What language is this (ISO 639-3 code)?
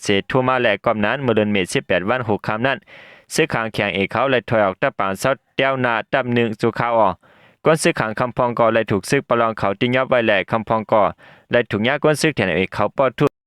shn